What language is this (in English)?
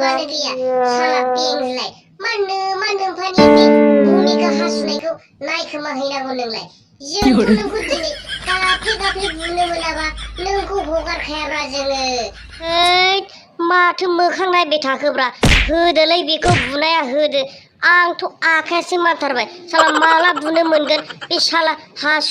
Bodo